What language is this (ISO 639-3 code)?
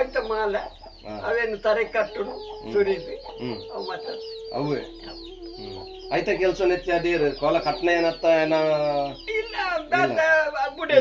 tcy